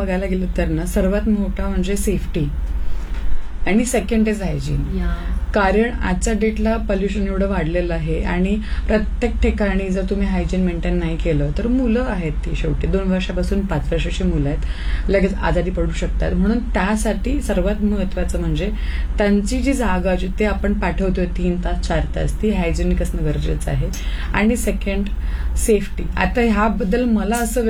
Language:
Marathi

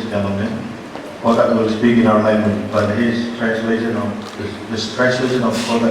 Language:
Marshallese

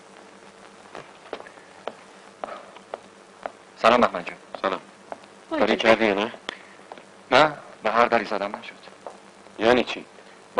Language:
Persian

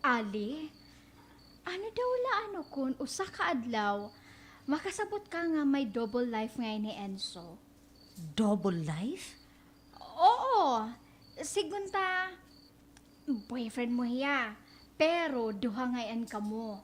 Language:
Waray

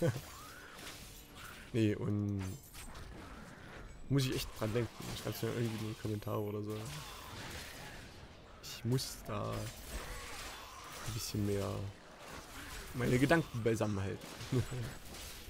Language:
German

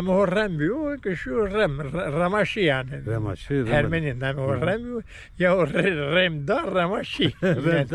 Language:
Zaza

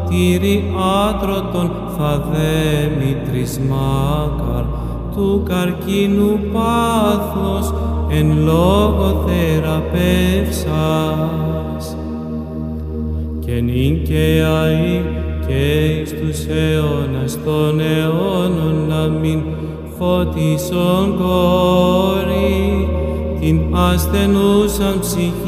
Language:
Greek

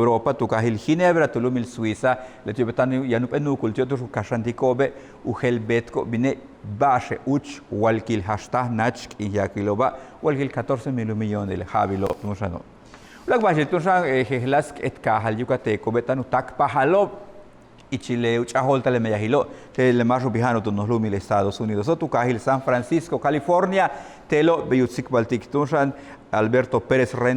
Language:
Yucateco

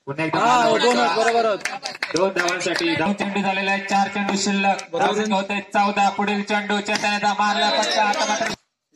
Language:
Marathi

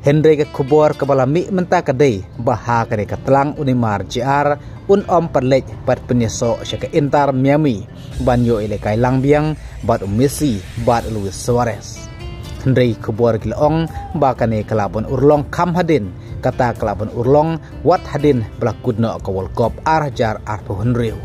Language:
Khasi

